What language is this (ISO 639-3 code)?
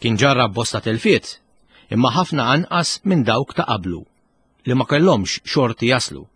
mlt